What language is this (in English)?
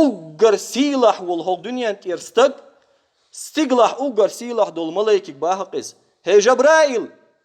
Chechen